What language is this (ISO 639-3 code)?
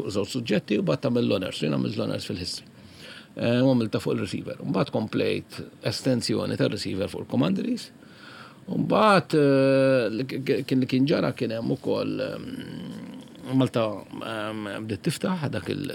mlt